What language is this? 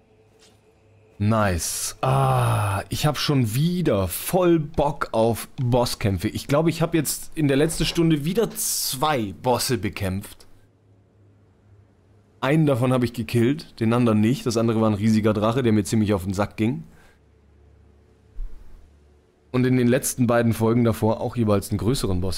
German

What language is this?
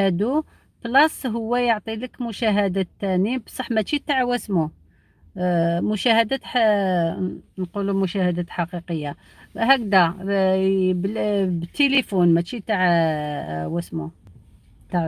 Algerian Arabic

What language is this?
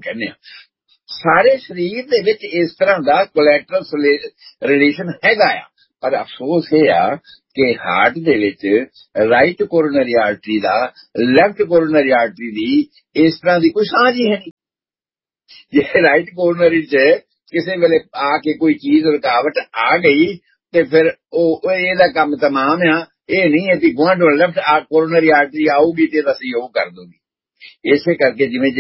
Punjabi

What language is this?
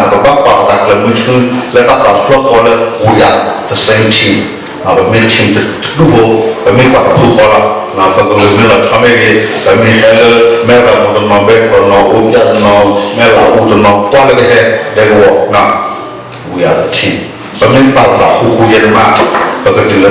S'gaw Karen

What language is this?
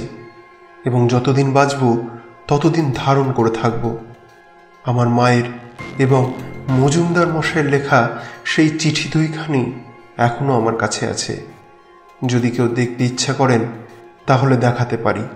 Bangla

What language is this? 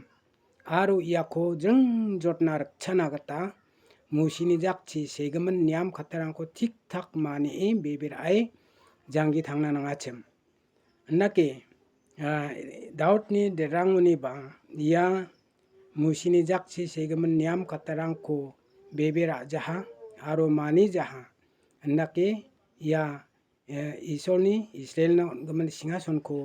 Garo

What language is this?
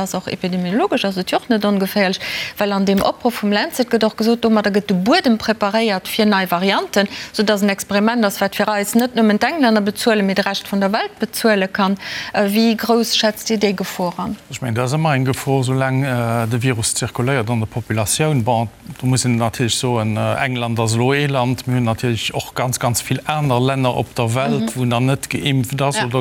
Luxembourgish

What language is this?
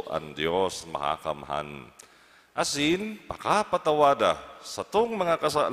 Bikol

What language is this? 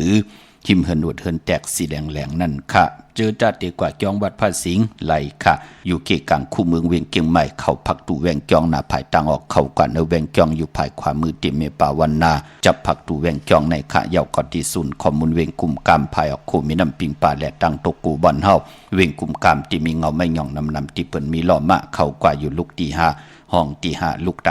Shan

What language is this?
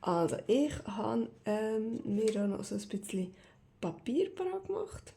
Swiss German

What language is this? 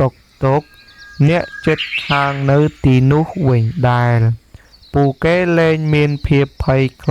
Khmer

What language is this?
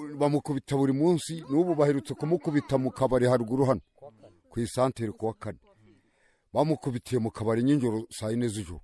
Kinyarwanda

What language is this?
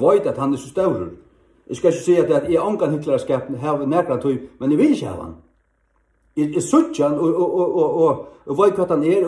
Faroese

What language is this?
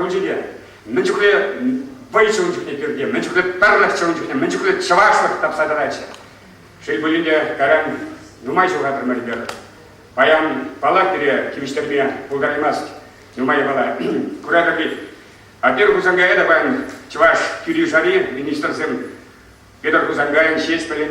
Chuvash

